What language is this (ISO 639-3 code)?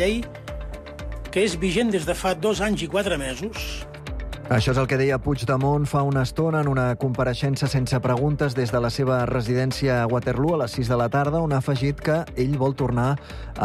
cat